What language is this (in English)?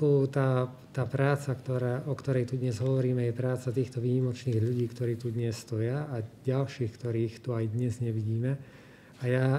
Slovak